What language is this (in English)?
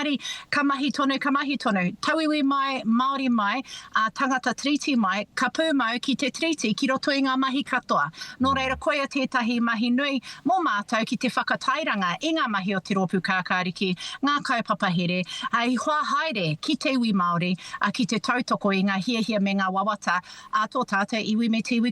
Māori